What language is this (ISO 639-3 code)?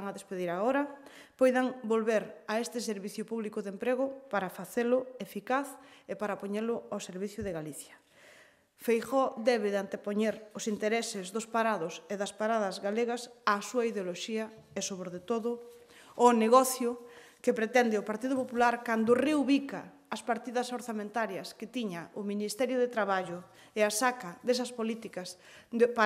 glg